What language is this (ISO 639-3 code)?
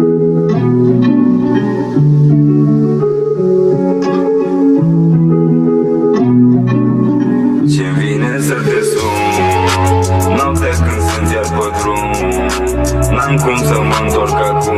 ron